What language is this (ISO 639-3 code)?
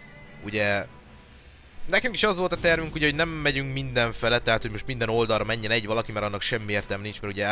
hun